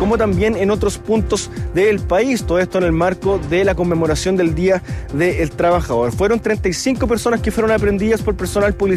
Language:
Spanish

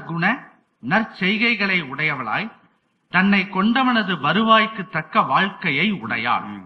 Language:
Tamil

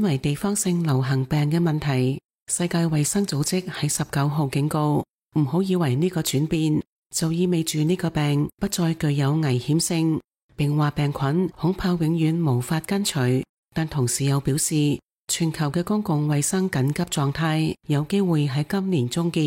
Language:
Cantonese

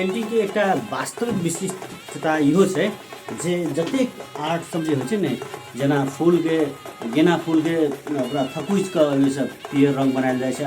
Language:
Maithili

